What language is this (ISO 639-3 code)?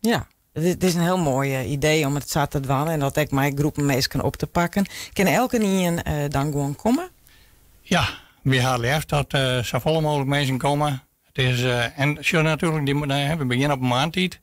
fry